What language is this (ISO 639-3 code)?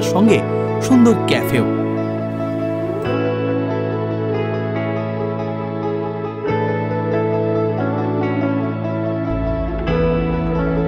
ben